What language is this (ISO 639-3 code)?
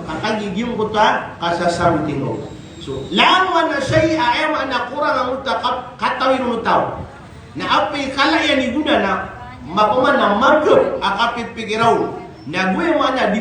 mrw